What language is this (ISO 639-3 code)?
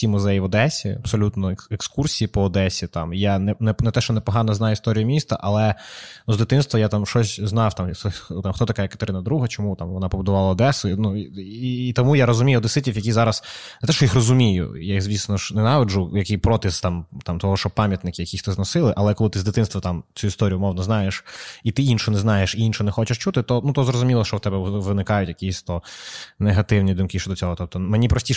ukr